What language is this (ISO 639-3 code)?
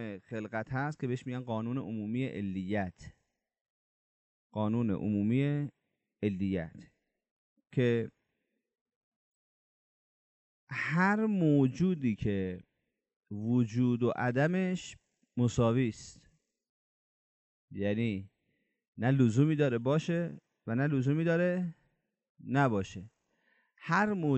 fas